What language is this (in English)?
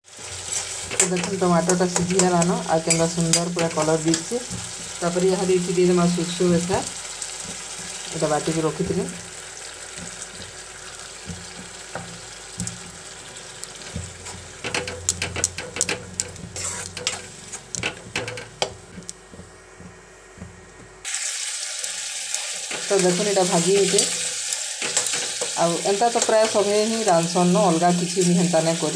Sambalpuri